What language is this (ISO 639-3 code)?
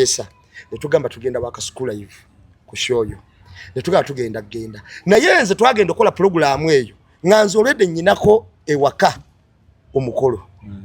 lug